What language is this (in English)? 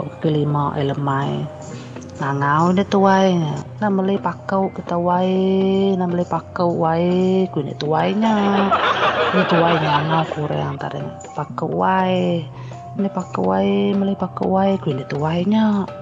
Iban